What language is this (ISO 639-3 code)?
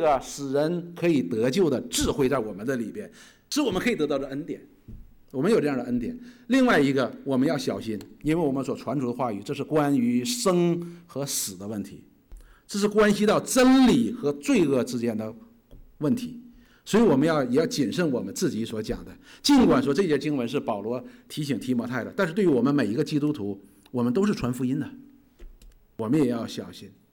zho